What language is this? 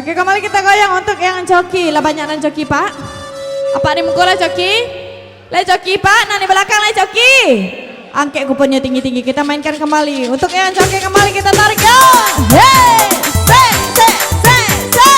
Minangkabau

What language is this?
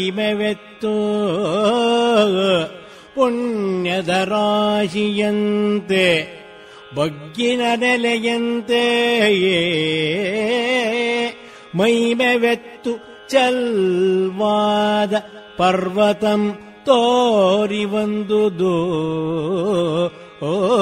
Kannada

